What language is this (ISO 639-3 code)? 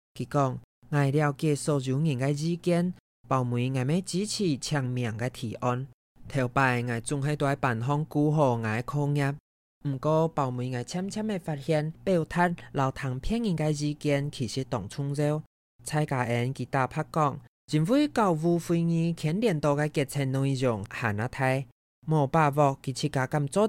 hak